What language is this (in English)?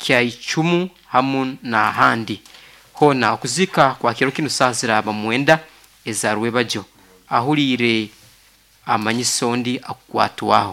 Nyoro